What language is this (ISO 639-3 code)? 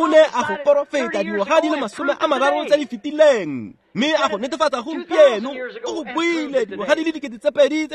tsn